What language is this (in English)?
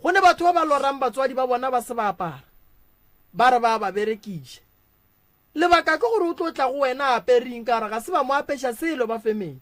Northern Sotho